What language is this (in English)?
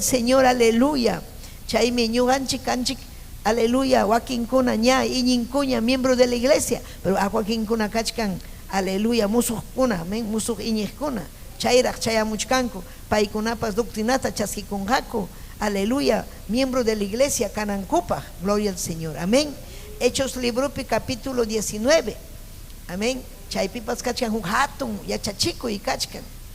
Ayacucho Quechua